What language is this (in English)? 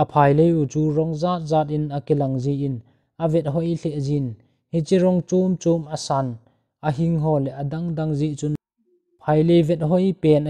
Thado Chin